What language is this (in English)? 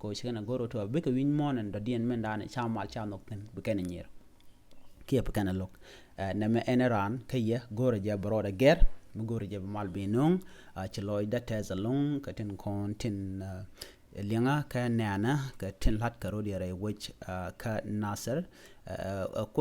Nuer